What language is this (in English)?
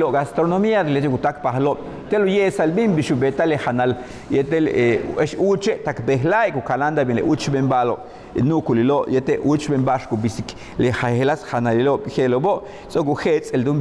Yucateco